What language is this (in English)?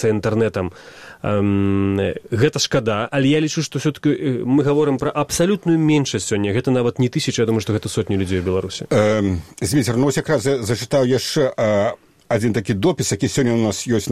Belarusian